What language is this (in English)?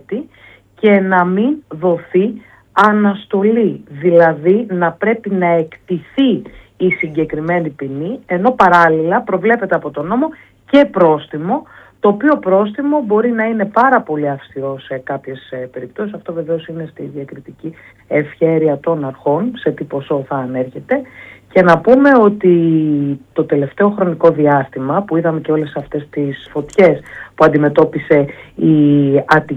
Greek